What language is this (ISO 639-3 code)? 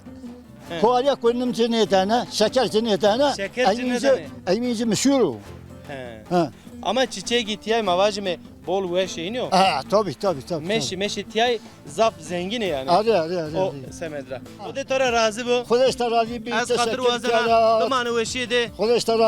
zza